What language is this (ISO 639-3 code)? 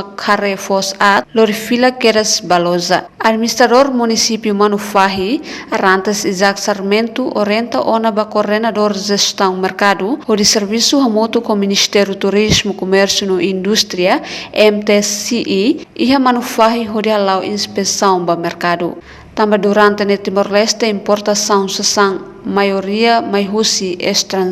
tet